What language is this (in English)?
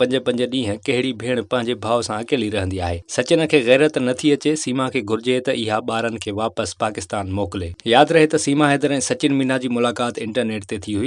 Sindhi